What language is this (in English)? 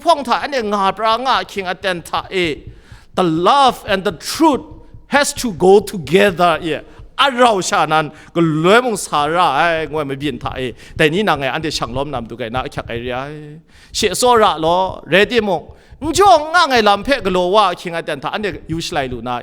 Kachin